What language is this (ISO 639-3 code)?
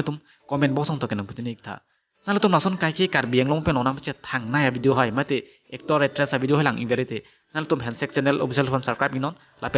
mjw